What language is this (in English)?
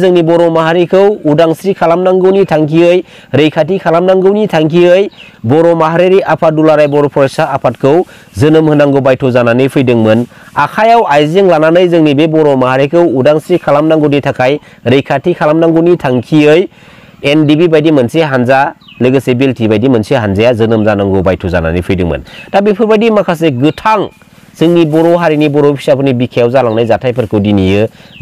Bodo